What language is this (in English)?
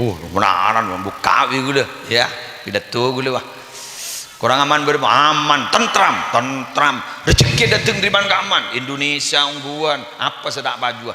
Madurese